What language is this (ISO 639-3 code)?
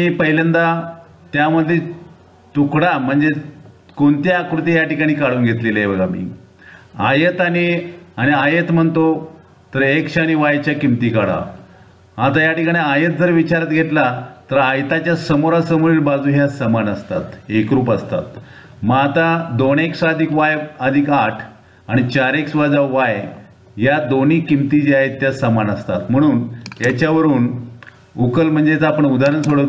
mar